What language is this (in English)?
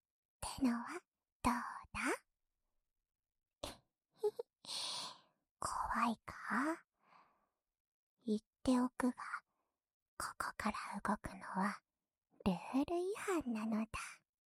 Japanese